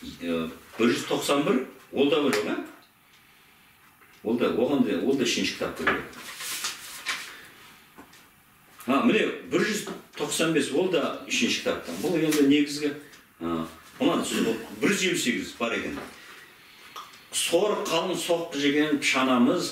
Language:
Kazakh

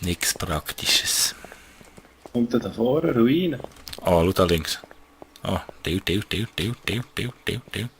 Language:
Swiss German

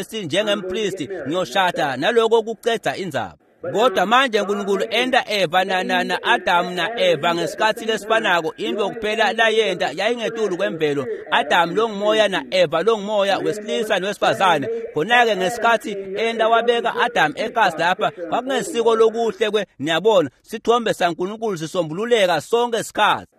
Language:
Swati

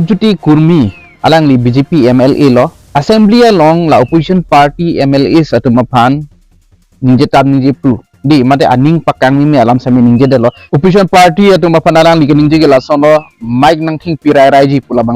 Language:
Karbi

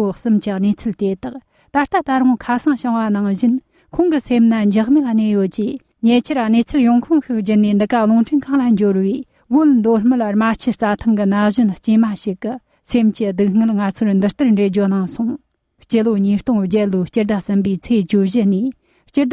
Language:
Tibetan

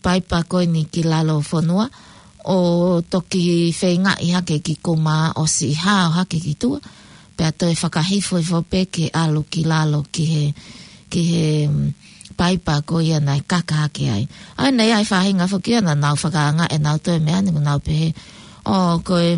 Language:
Tongan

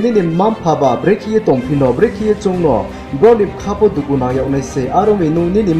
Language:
Riang (India)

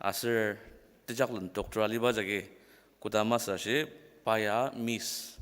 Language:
Ao Naga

